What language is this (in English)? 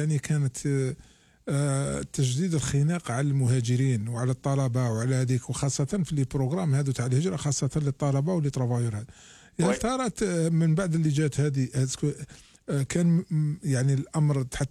Algerian Arabic